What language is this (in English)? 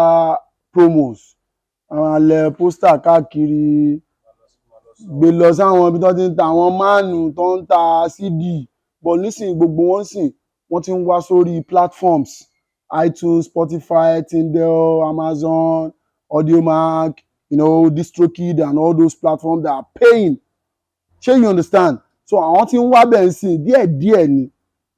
Yoruba